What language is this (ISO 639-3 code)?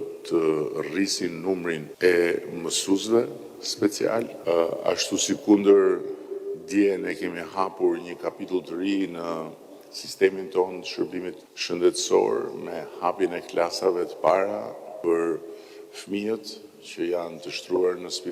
sqi